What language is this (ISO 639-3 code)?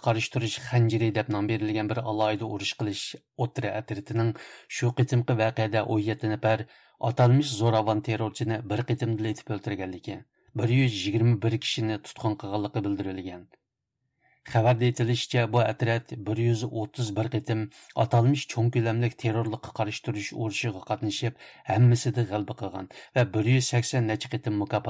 uig